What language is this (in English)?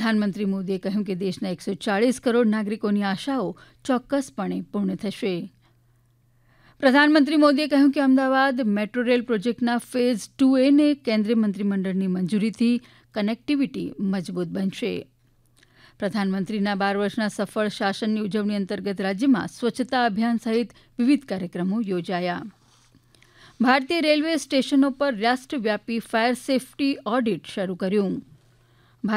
Gujarati